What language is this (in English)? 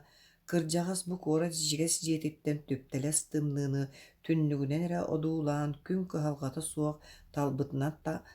Yakut